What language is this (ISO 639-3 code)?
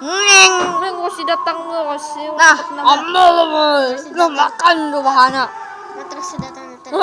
bjn